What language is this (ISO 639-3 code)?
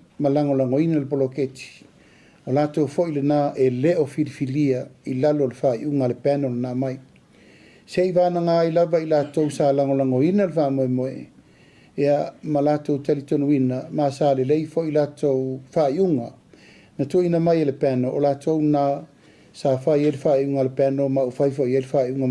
smo